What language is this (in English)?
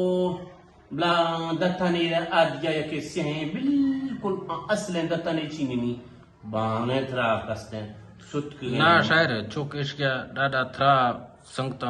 Eastern Balochi